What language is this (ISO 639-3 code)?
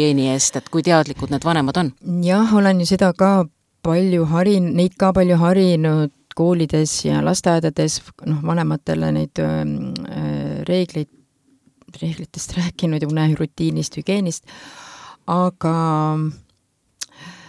est